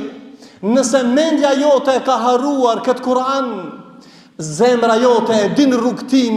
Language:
Albanian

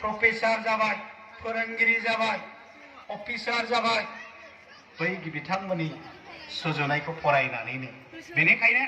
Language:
Bodo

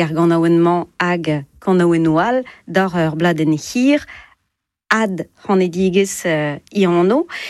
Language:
Breton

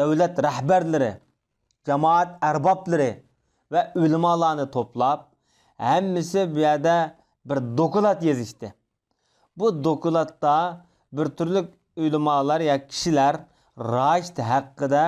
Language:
Uyghur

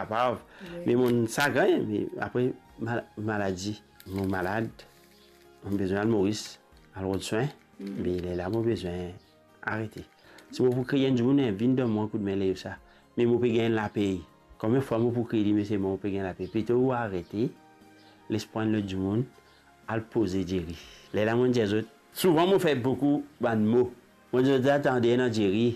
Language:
Morisyen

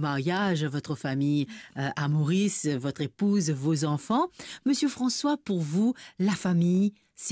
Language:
Morisyen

